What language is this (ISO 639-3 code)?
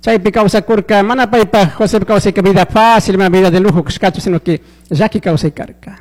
qug